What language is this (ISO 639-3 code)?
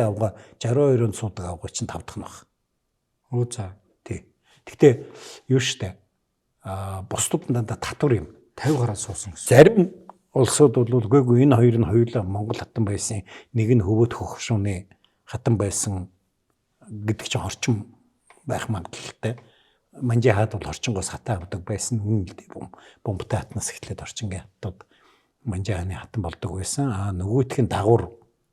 mon